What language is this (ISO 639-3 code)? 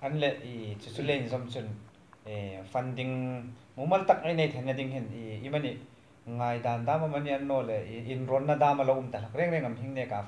hmr